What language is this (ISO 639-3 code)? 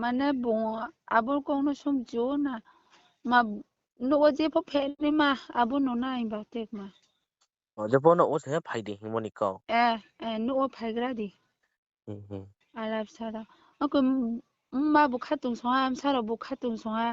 ria